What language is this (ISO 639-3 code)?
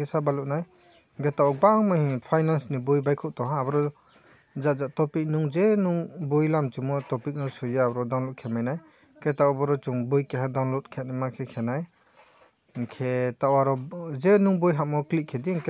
ria